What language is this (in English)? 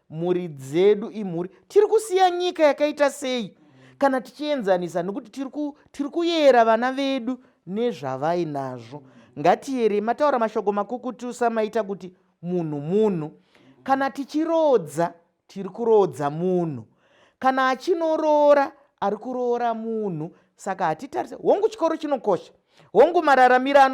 Shona